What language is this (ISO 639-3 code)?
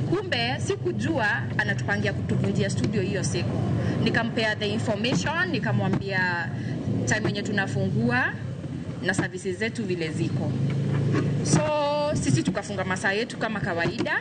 luo